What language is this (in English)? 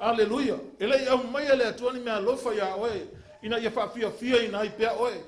Samoan